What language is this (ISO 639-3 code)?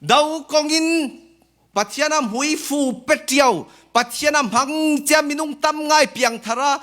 cfm